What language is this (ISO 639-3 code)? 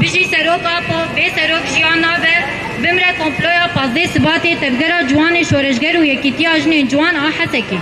kur